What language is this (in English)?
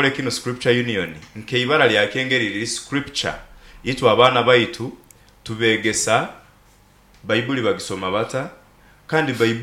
Nyoro